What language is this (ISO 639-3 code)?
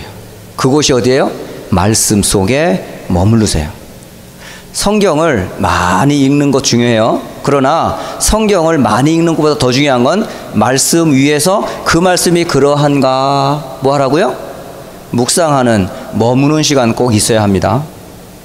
kor